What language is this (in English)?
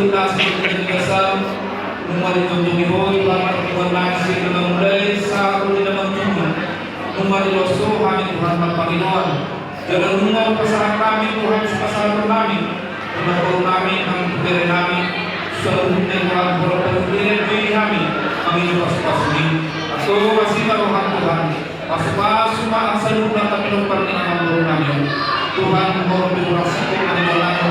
Batak Toba